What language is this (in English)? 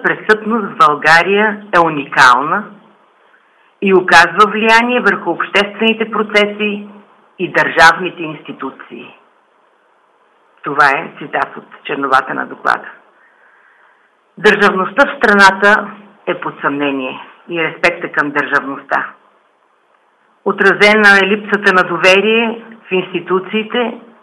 Bulgarian